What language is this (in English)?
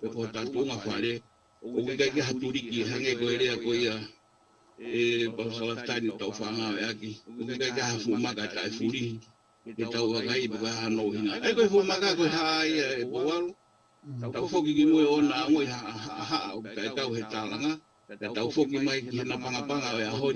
Tongan